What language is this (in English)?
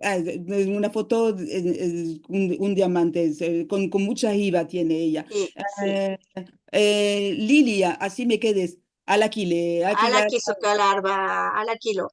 Ladino